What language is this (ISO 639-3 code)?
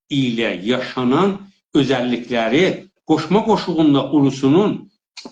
azb